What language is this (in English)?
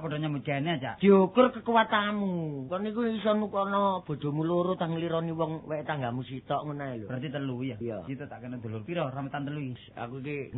Javanese